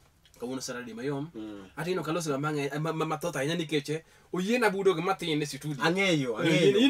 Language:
Luo (Kenya and Tanzania)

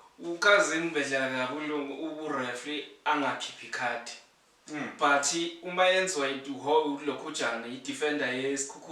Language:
Zulu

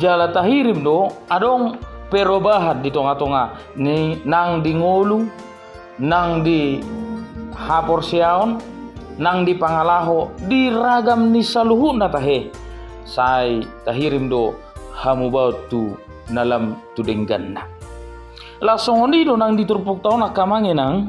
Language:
Batak Toba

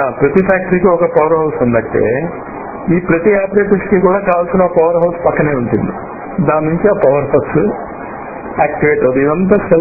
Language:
Telugu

